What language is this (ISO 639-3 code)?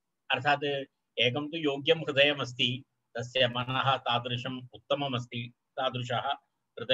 san